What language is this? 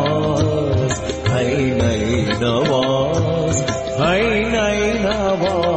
Persian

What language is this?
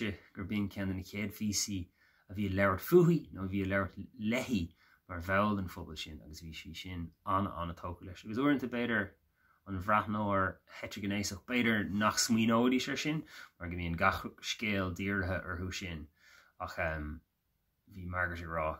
Irish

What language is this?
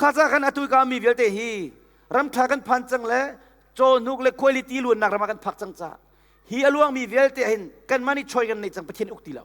Hakha Chin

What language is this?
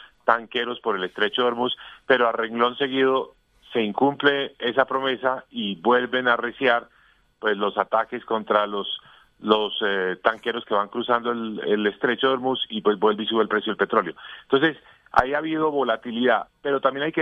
Spanish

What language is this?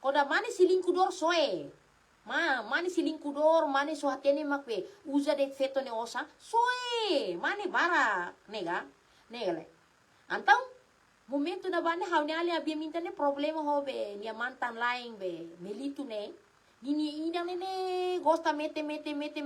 Tetum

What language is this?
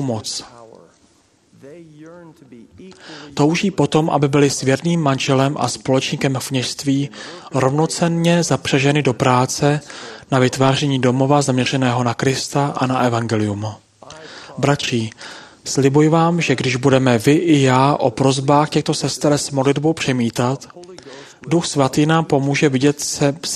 Czech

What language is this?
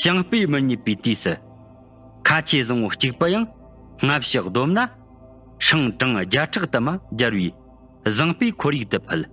Tibetan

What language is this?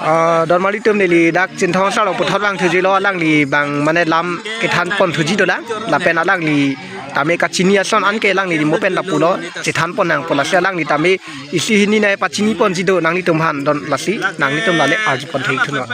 Karbi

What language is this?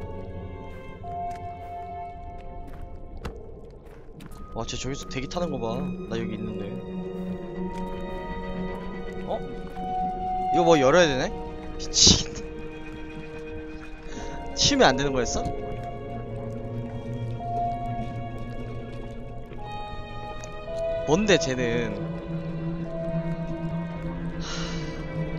Korean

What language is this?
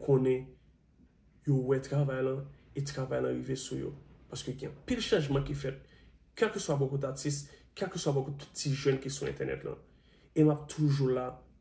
Haitian Creole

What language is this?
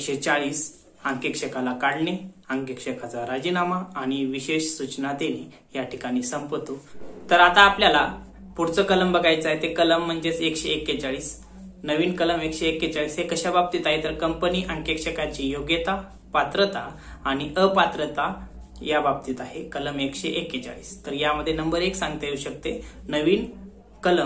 Marathi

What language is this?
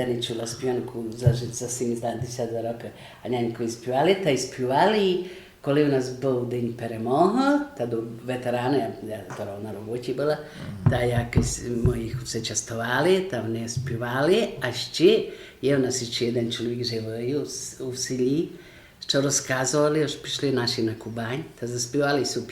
Rusyn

